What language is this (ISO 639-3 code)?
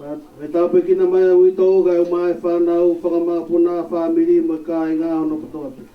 ton